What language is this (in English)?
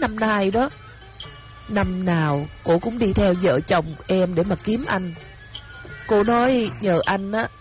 Vietnamese